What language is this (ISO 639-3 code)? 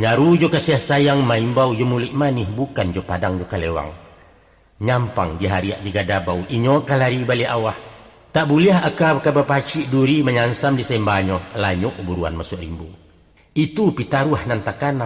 min